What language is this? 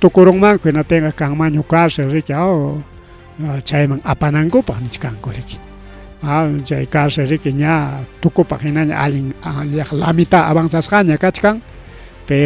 Ayacucho Quechua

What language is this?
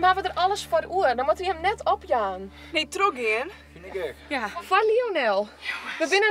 Western Frisian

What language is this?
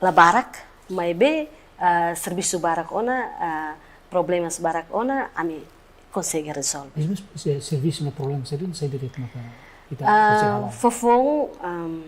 Tetum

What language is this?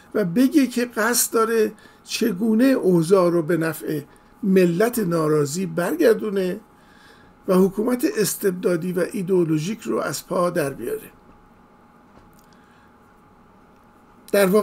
Persian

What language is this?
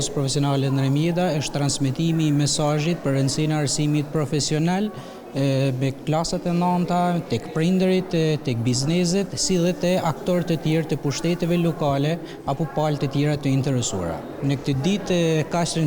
Albanian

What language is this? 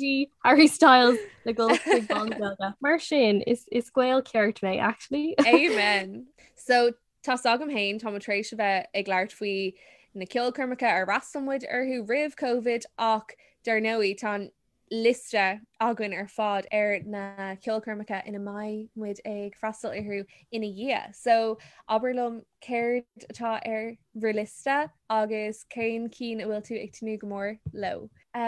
Irish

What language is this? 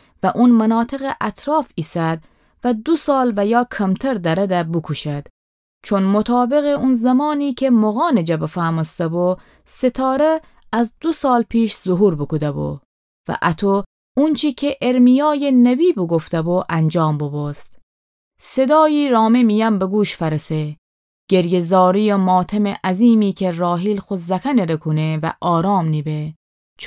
Gilaki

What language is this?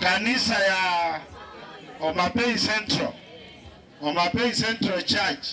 Gusii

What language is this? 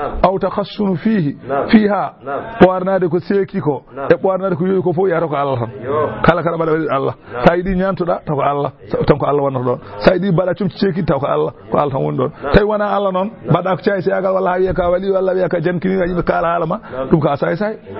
Fula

